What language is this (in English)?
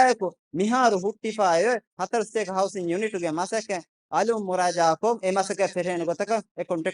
Divehi